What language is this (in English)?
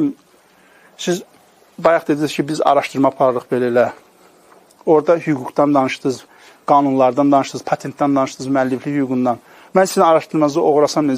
Azerbaijani